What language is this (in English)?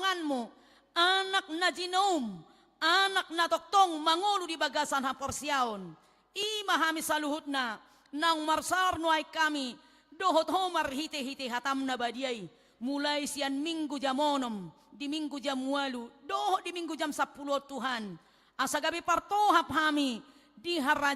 Batak Toba